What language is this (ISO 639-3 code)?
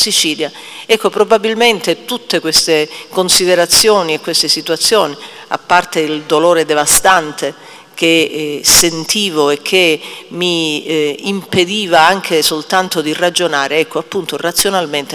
ita